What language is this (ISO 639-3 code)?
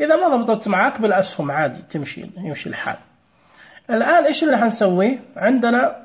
ars